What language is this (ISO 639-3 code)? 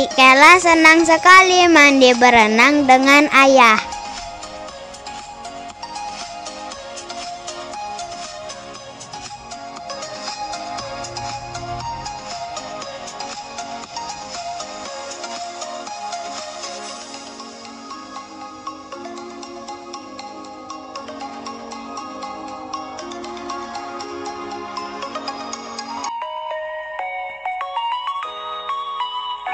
ind